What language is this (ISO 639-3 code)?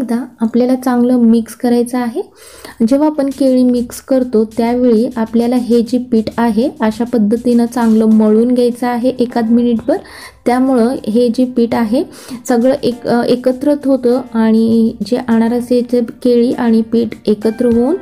mar